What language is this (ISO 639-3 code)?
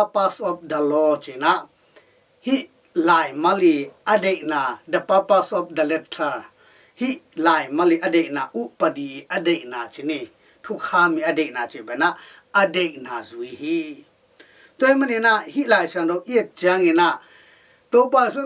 ctd